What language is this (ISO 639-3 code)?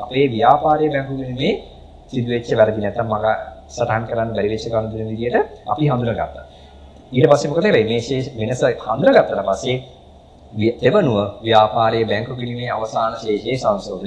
sin